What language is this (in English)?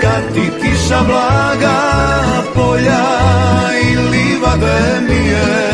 Croatian